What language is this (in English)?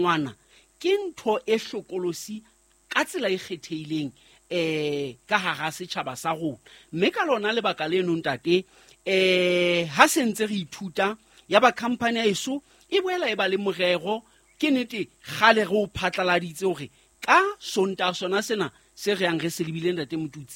Southern Sotho